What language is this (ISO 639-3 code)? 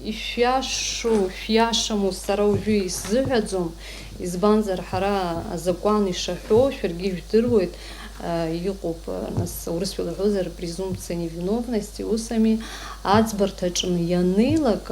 abk